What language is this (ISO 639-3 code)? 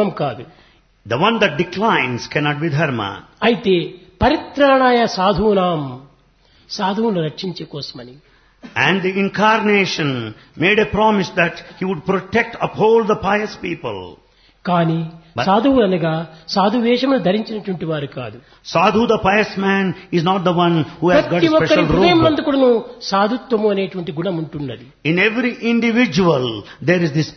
tel